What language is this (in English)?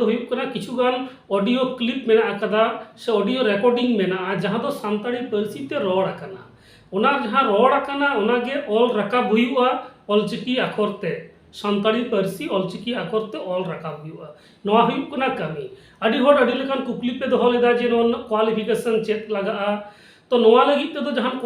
Santali